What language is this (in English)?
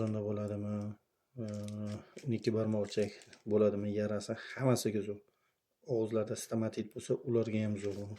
Uzbek